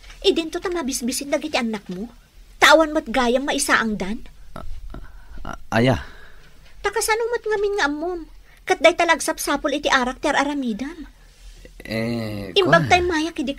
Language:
Iloko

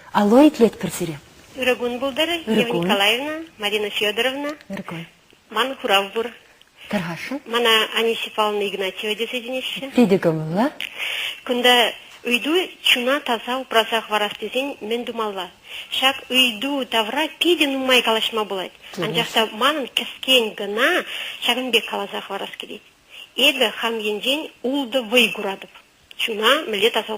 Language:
Chuvash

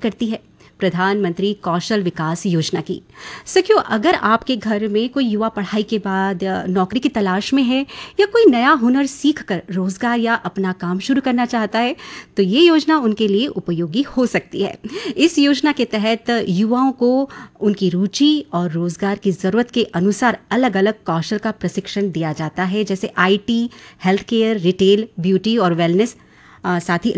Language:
Hindi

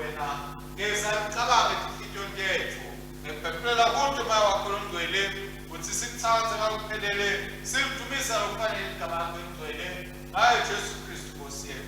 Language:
Swati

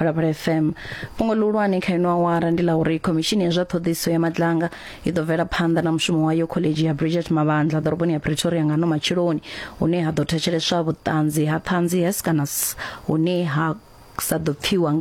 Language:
Venda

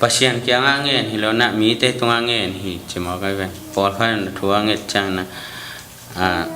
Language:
Tedim Chin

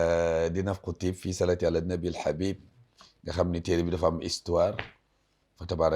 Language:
Wolof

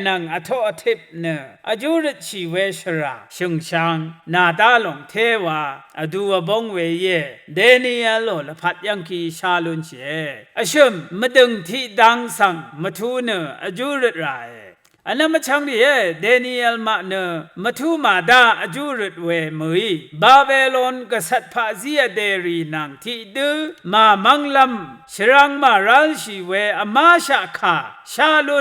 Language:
Rawang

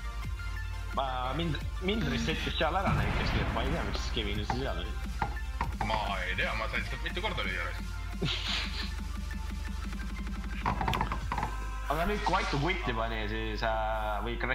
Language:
Estonian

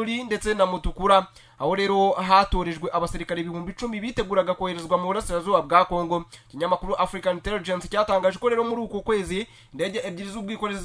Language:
Kinyarwanda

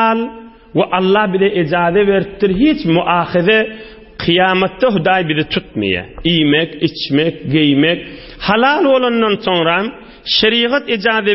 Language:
Turkmen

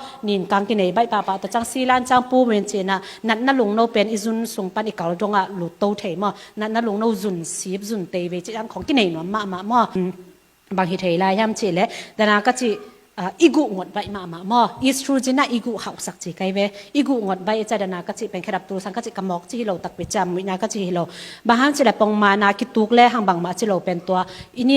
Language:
Tedim Chin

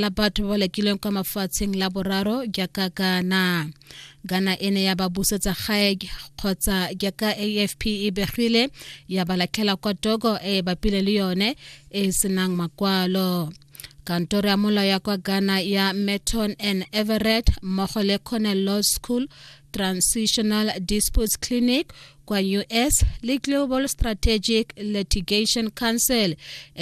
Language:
Tswana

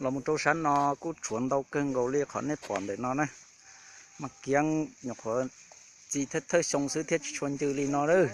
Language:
Hmong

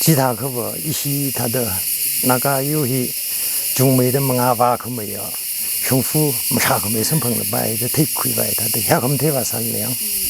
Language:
Tangkhul Naga (India)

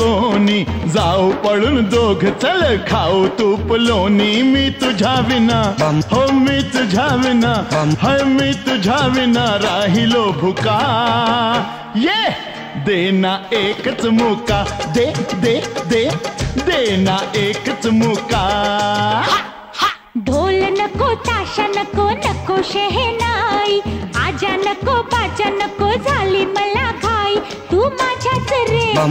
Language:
Marathi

